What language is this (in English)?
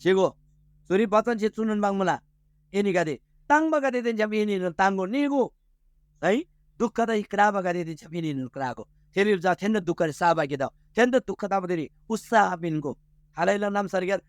Eastern Tamang